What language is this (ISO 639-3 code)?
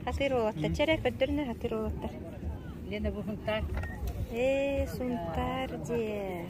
sah